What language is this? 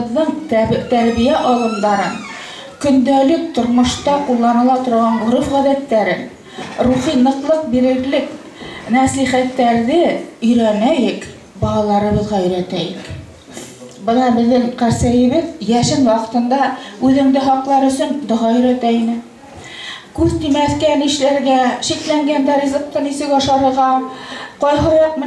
Bashkir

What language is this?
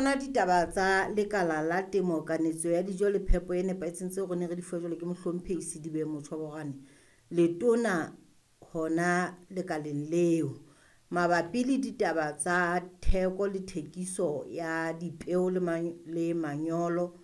Southern Sotho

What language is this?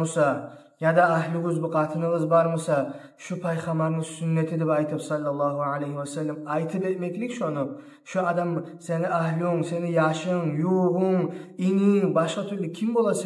Kumyk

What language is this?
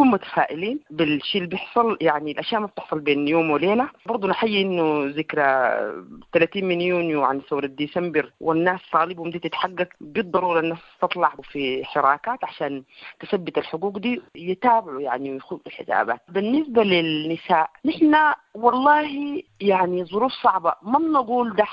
Sudanese Arabic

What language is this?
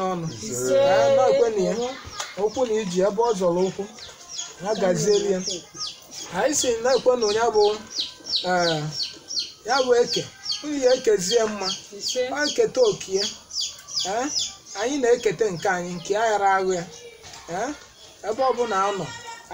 Igbo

